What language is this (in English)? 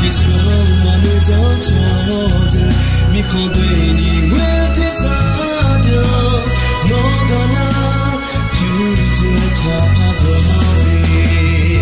Akha